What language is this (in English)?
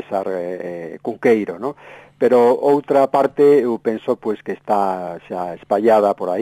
Galician